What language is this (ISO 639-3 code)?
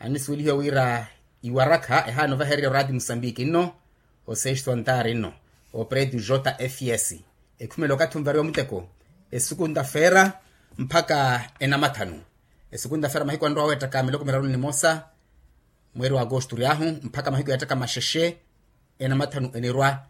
vmw